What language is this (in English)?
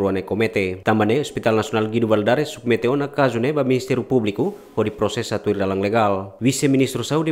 Tetum